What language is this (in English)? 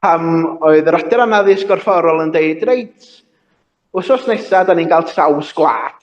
Welsh